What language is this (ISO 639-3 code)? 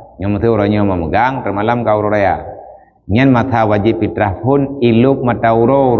ace